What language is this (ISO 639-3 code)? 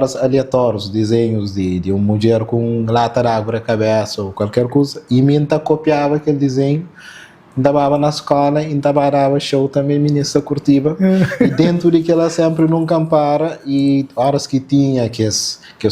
kea